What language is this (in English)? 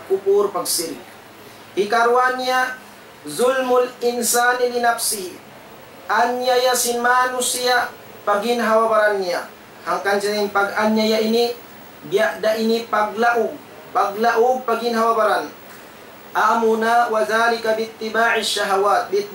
Tausug